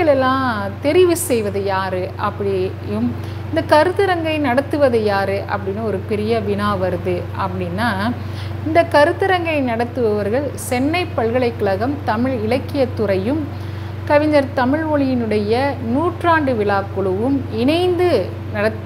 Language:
Tamil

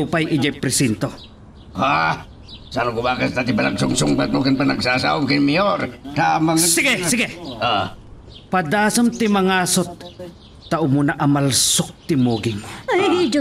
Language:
Iloko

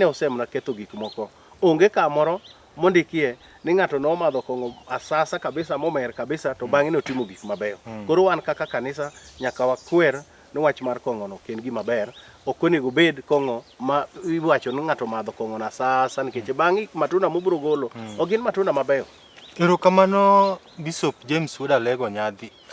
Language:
Luo (Kenya and Tanzania)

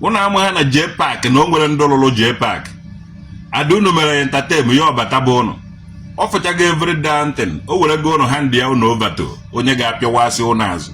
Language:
Igbo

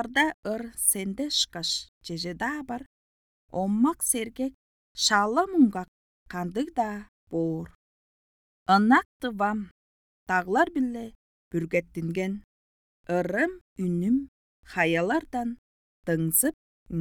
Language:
Tuvinian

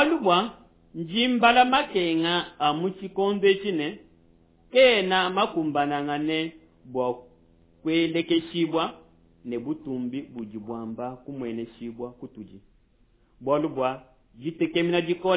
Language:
Luba-Lulua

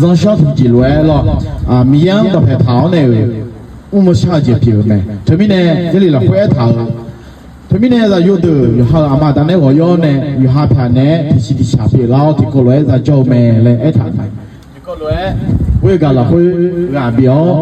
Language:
Akha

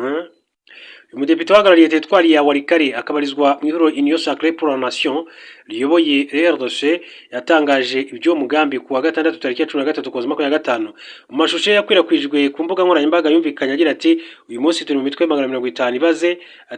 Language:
Kinyarwanda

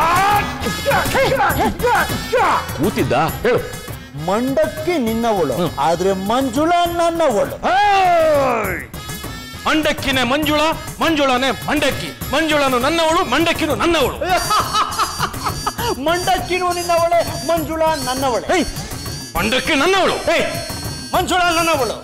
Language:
Kannada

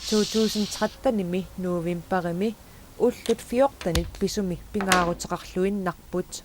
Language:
Kalaallisut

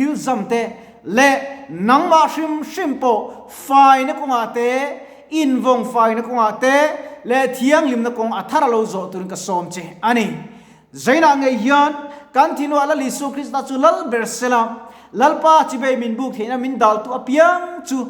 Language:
Mizo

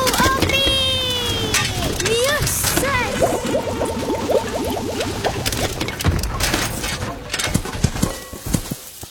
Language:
Swedish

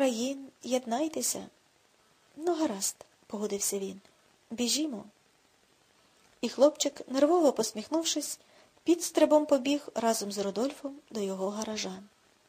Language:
Ukrainian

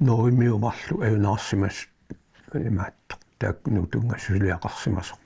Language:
Kalaallisut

